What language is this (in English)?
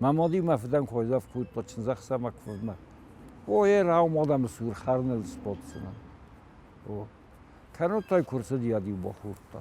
Ossetic